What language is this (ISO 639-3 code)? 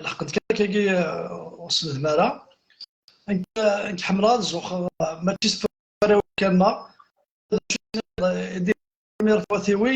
kab